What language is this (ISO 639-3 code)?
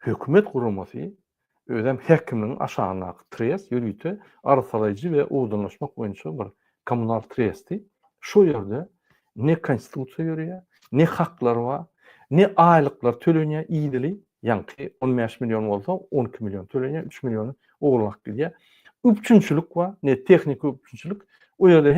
tuk